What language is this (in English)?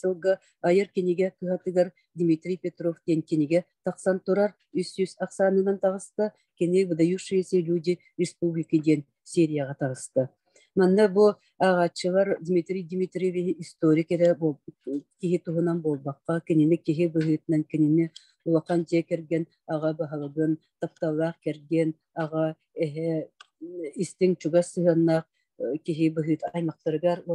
Yakut